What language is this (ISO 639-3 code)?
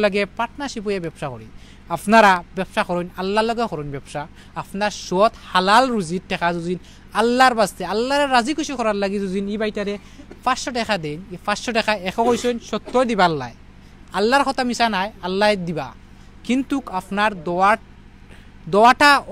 syl